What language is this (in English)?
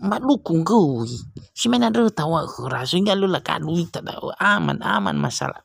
Nias